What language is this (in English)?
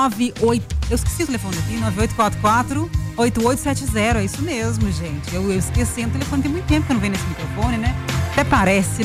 Portuguese